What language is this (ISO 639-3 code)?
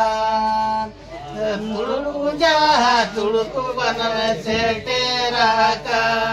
sat